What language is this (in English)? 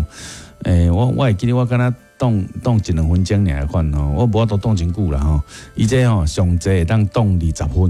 Min Nan Chinese